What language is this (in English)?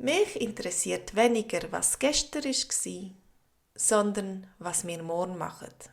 Swiss German